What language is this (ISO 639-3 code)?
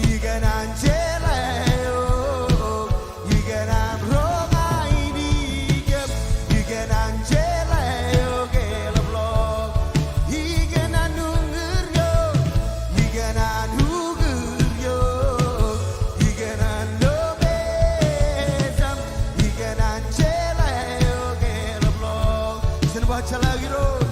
mah